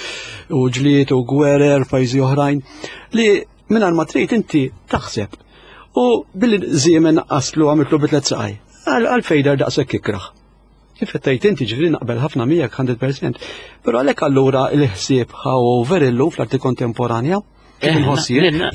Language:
Maltese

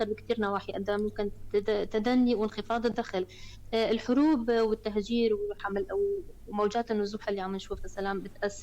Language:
North Levantine Arabic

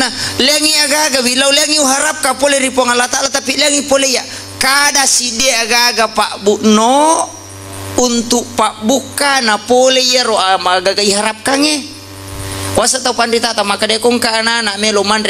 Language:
Buginese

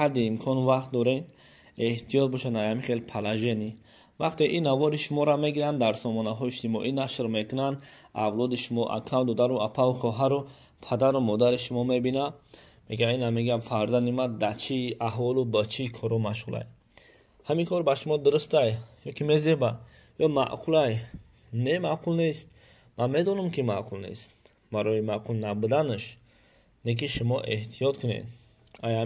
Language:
Tajik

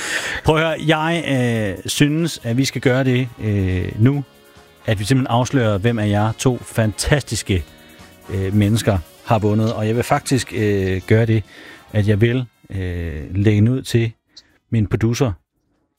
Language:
Danish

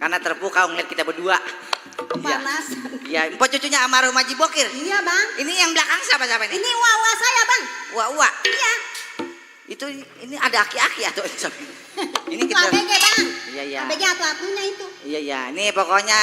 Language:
Betawi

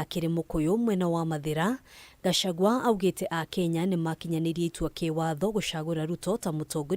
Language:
Kikuyu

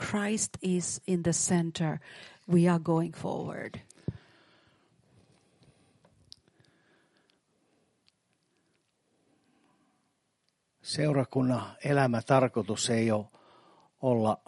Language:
Finnish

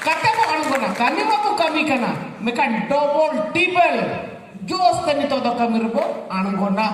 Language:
Santali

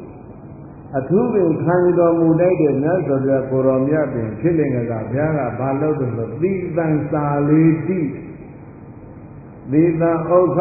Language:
Burmese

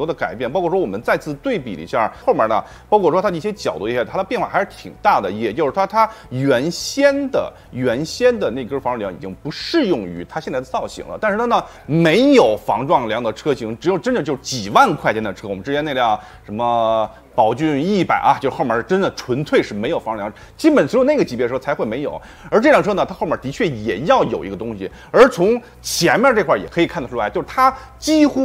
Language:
Chinese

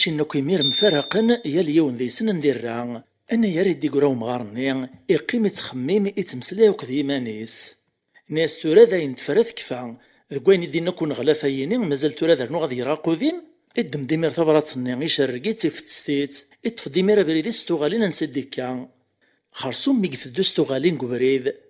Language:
Kabyle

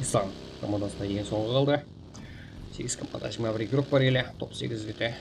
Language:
Kara-Kalpak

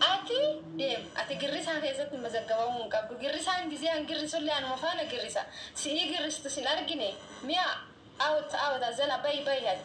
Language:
Oromo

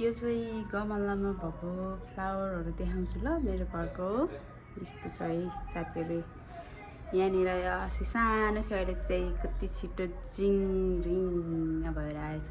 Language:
Nepali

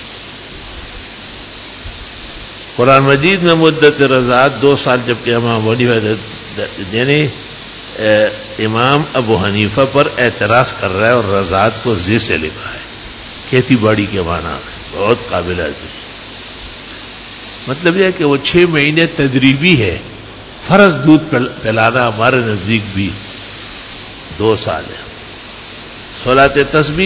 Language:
Urdu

